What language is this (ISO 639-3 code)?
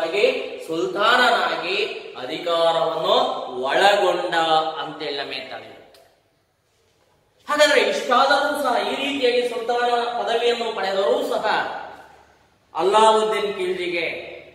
kan